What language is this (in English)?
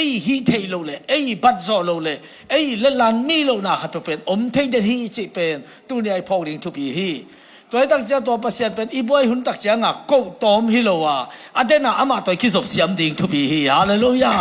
Tedim Chin